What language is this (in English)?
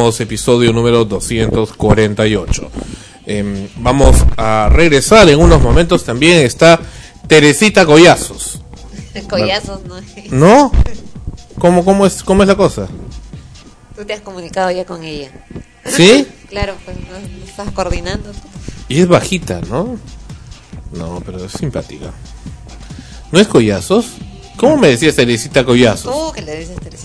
Spanish